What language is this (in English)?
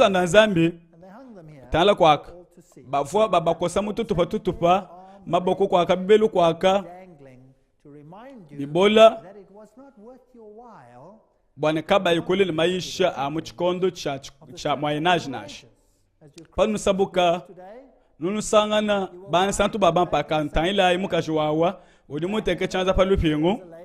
Luba-Lulua